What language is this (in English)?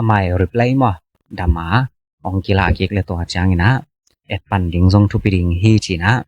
Tedim Chin